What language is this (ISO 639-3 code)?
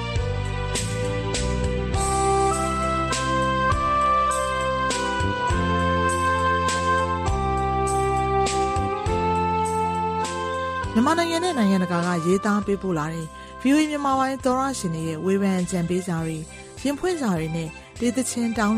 mya